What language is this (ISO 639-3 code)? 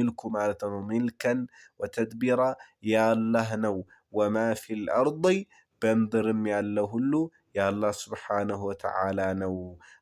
amh